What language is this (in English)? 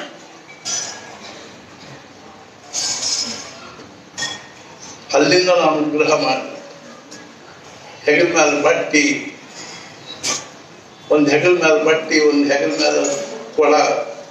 Kannada